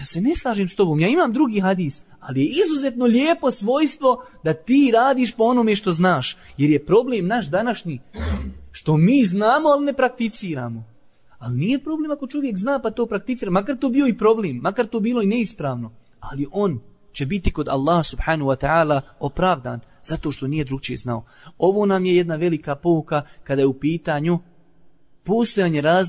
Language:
Bosnian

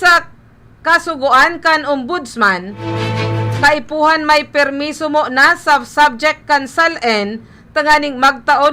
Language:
Bikol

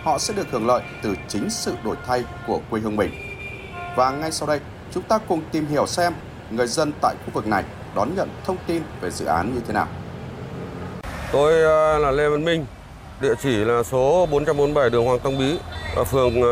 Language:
Vietnamese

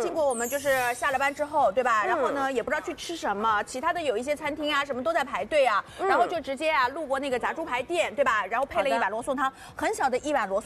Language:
Chinese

